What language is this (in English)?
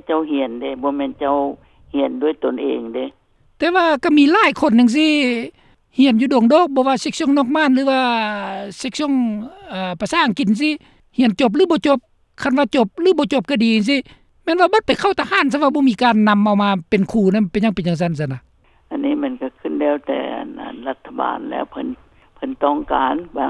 Lao